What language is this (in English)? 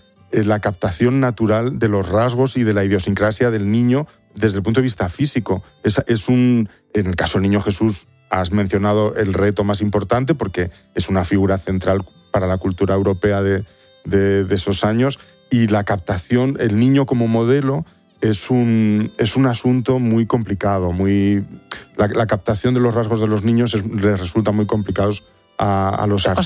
Spanish